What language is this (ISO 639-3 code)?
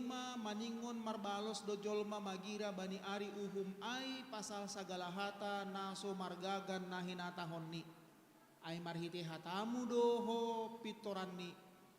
bts